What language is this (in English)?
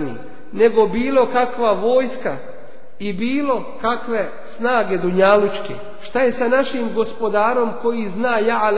Bosnian